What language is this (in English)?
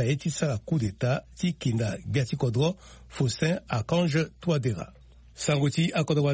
Sango